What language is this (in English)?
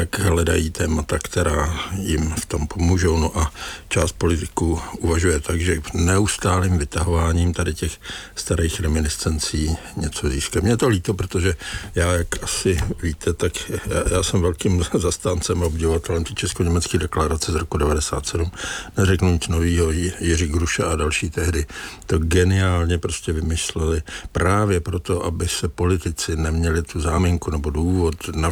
Czech